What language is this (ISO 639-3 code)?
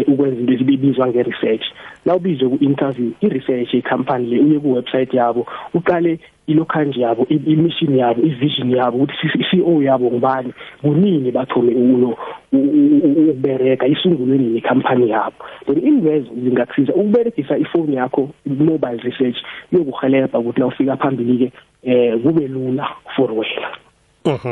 nbl